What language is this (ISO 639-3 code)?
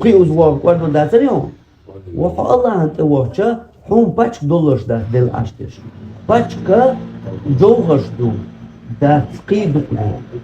che